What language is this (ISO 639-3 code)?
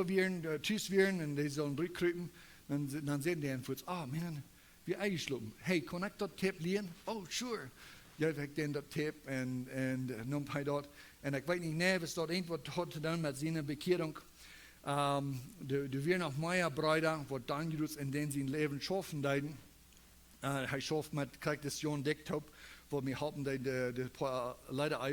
pdt